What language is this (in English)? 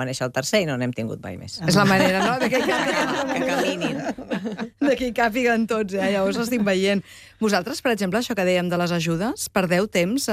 Catalan